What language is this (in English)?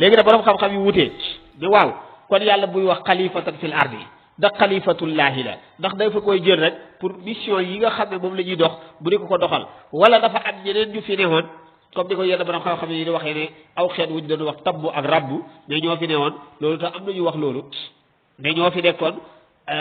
Wolof